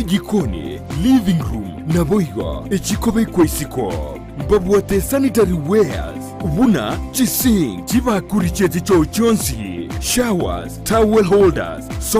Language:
Gusii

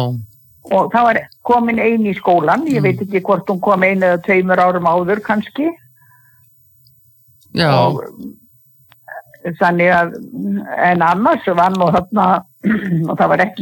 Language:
Icelandic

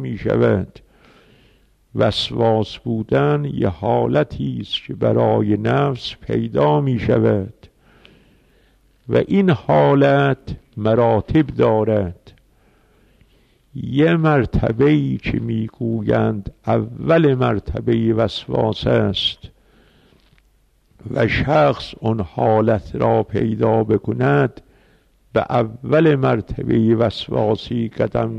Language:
Persian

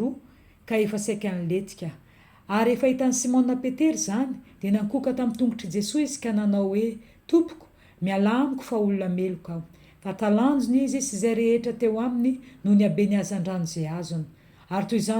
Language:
Malagasy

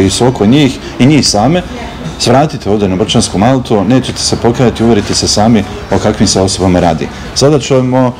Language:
Bosnian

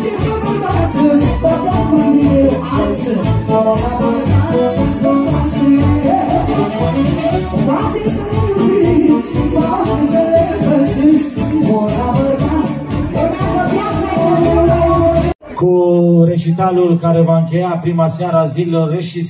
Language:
Romanian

